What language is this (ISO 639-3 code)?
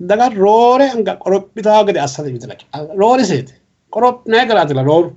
sid